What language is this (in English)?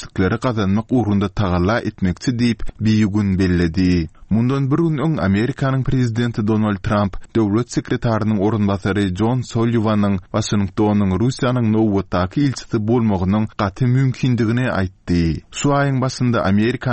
Turkmen